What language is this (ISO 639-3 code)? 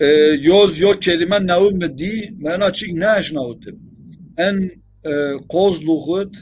zza